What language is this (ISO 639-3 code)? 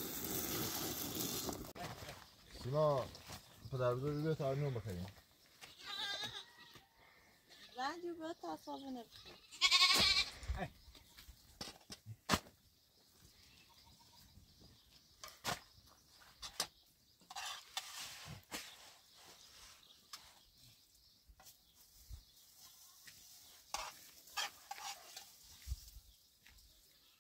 fas